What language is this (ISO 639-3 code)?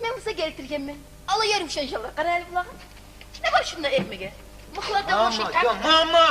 kum